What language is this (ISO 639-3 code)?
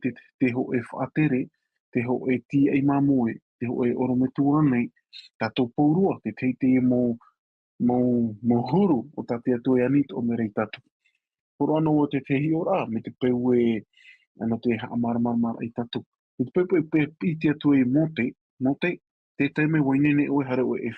tah